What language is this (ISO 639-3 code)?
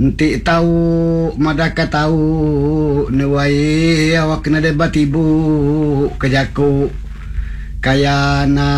iba